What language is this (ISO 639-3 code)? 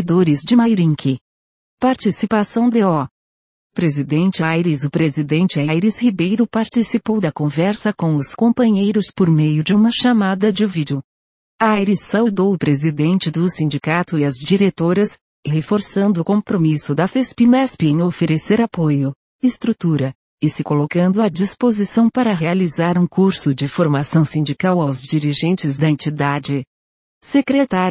por